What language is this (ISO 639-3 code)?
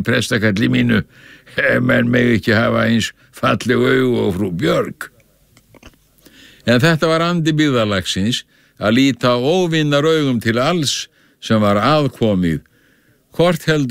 isl